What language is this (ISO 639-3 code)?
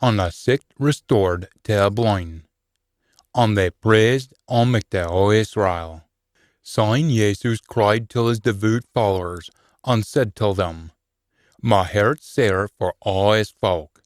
sco